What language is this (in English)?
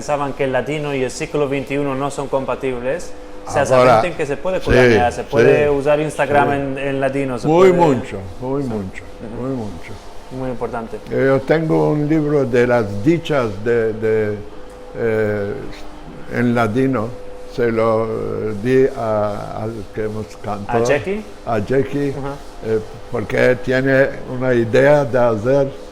Ladino